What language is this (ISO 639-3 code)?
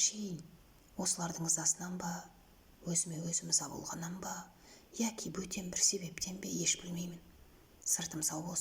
kaz